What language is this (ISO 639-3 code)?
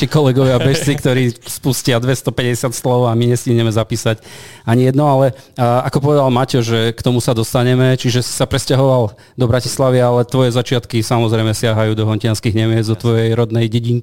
slk